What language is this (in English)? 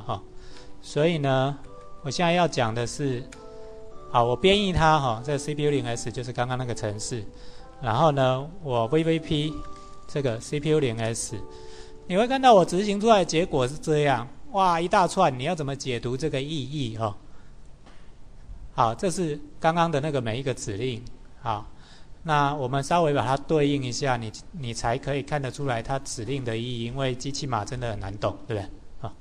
Chinese